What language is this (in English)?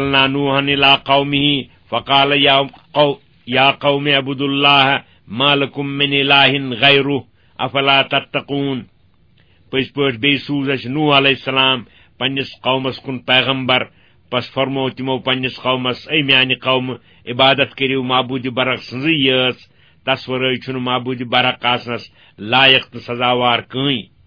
Kashmiri